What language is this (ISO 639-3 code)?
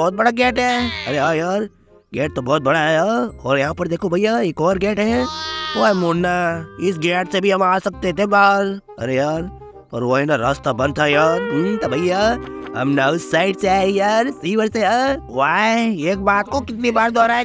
hin